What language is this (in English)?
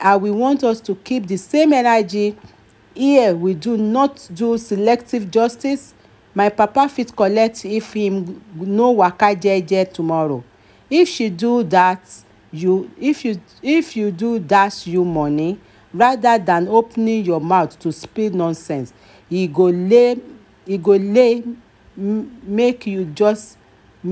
Nigerian Pidgin